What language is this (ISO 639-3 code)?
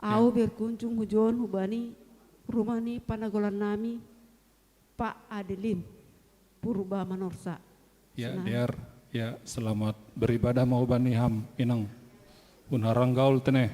bts